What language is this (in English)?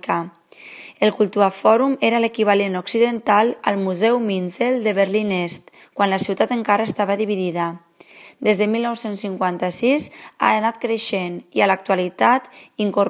Catalan